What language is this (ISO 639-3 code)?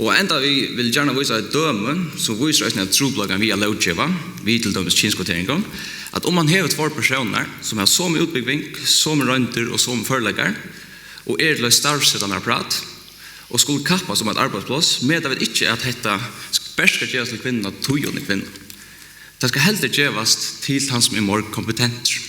fao